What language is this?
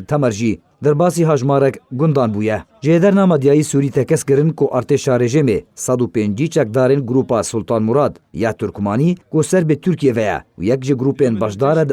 Kurdish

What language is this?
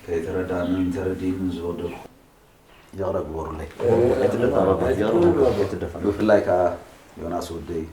Tigrinya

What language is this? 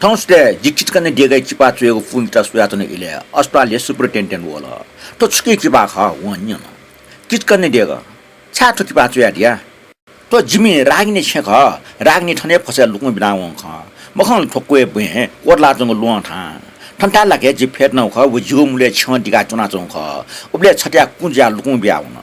Newari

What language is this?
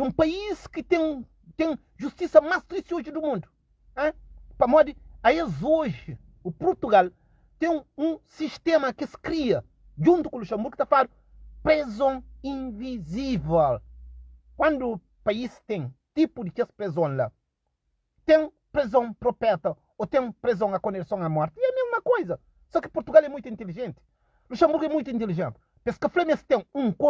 Kabuverdianu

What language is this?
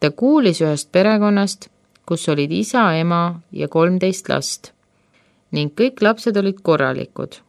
Estonian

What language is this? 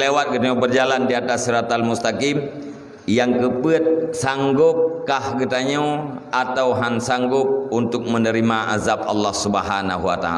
Achinese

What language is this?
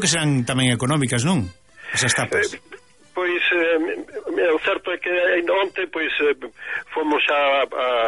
Galician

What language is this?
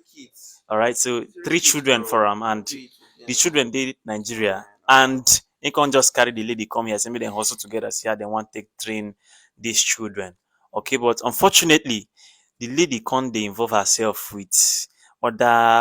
Nigerian Pidgin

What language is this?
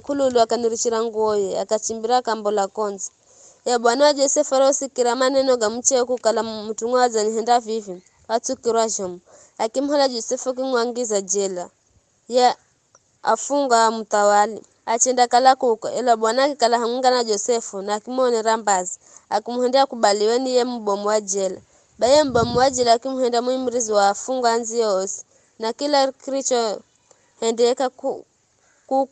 Giryama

